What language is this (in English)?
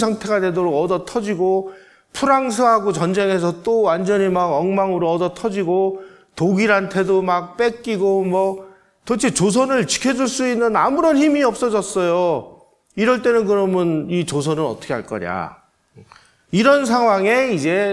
Korean